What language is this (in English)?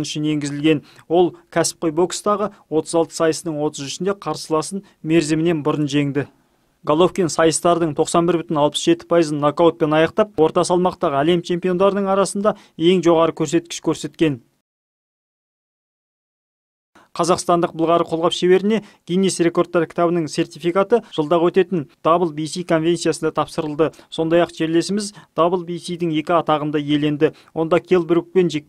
Kazakh